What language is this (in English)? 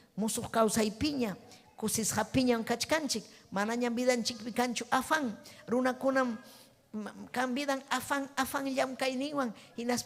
Ayacucho Quechua